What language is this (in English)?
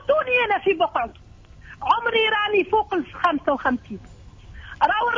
Tunisian Arabic